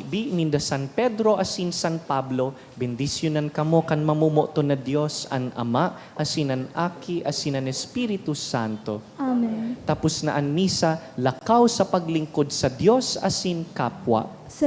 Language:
Bikol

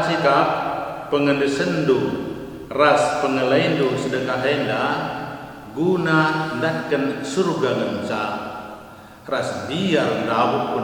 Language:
Batak Karo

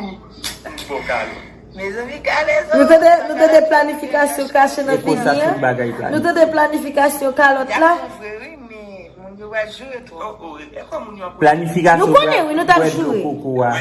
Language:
Haitian Creole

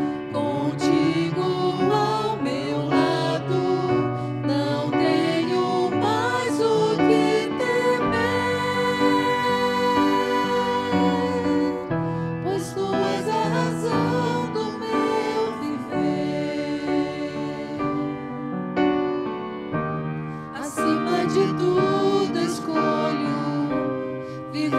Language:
Portuguese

